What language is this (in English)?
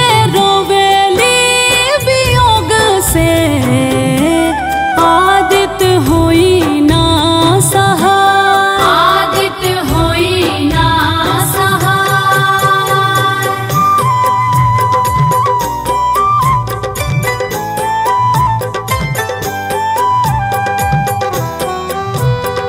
Bhojpuri